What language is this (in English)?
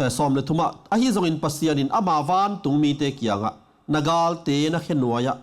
Tedim Chin